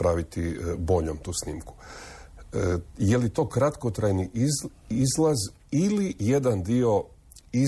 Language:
Croatian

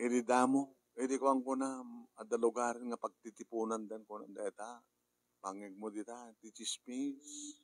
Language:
Iloko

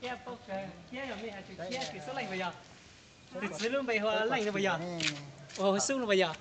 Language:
Hmong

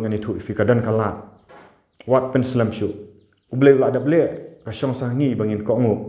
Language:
Khasi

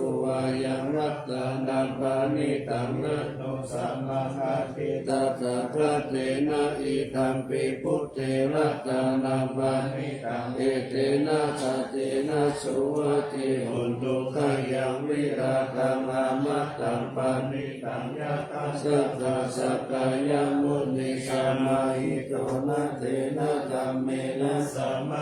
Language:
Pali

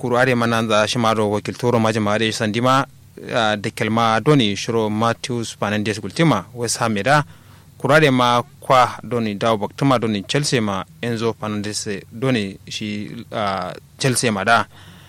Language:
Kanuri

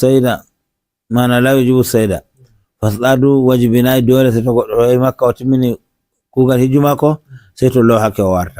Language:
Fula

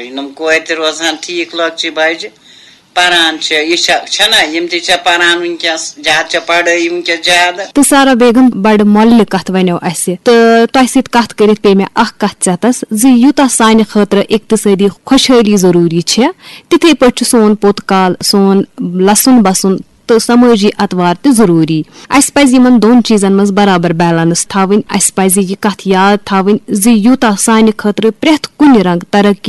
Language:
Kashmiri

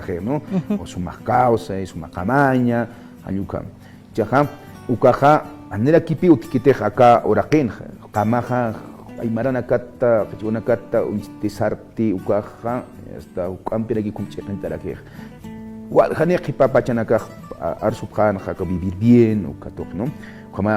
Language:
Aymara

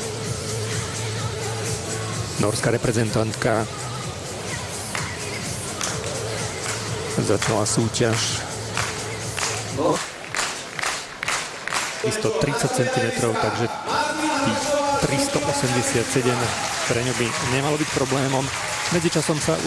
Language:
Slovak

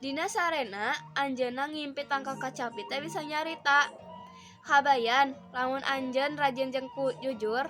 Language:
Sundanese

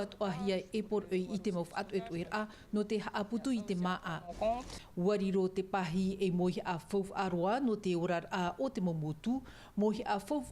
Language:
Tahitian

